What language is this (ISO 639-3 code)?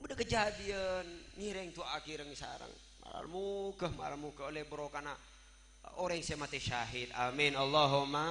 mad